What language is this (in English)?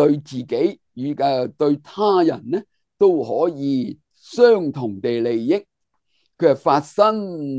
Cantonese